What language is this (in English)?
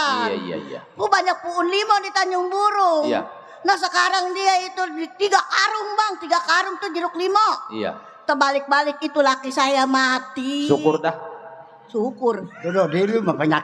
Betawi